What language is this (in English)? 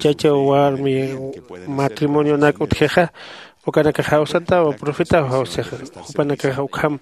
Aymara